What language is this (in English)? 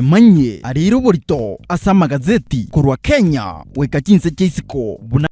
Gusii